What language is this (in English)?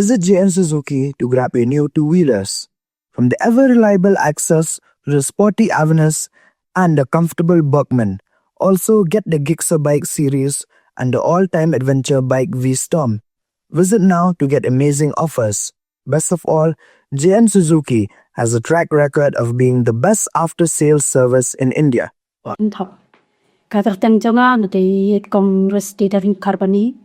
Khasi